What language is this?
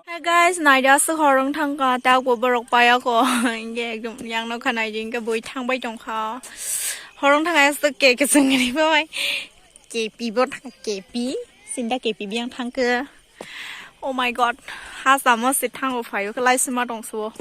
Kok Borok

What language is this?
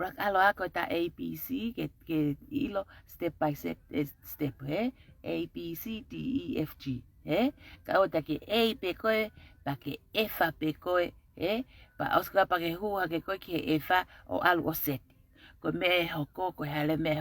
Tongan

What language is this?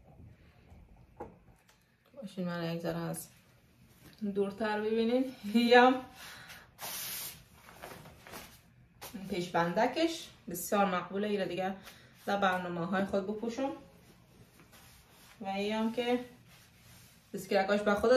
Persian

